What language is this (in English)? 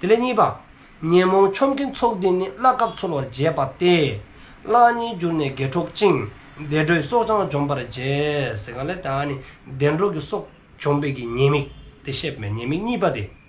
Dzongkha